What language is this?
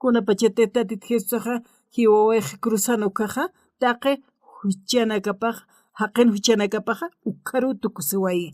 Aymara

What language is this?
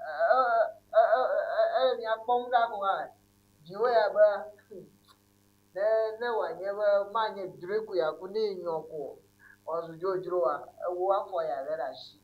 Ewe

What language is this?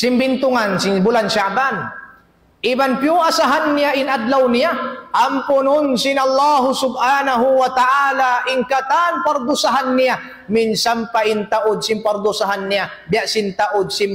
Tausug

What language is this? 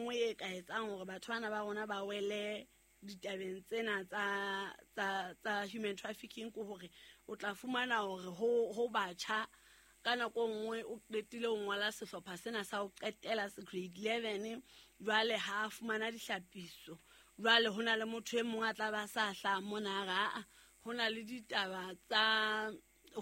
Southern Sotho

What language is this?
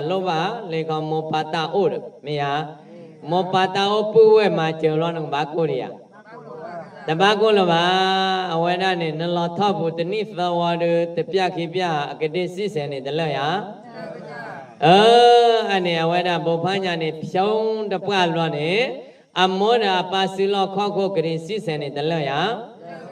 S'gaw Karen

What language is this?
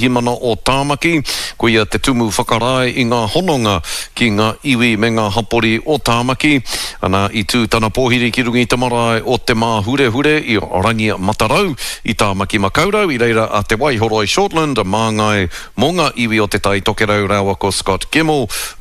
Māori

